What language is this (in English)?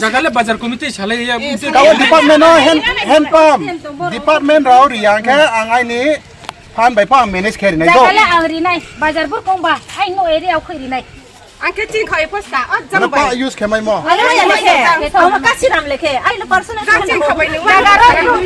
Riang (India)